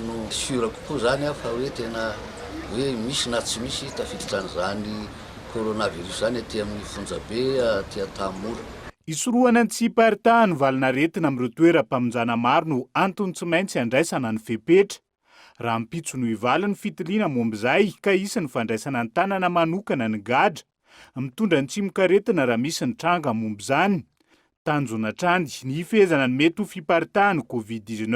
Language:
Malagasy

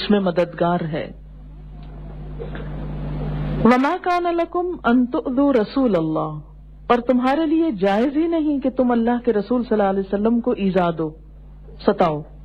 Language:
Urdu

